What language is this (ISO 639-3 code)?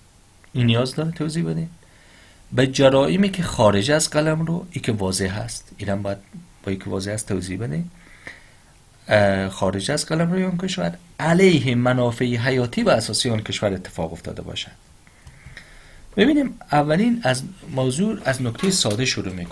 fas